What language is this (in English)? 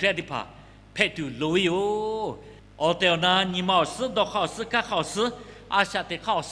Lahu